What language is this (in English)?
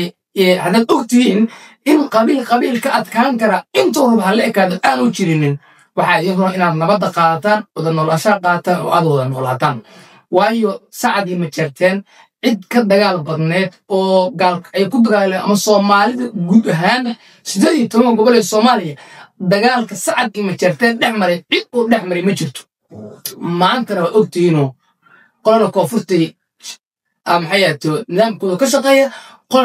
Somali